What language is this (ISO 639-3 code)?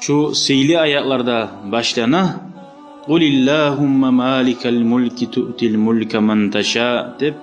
kum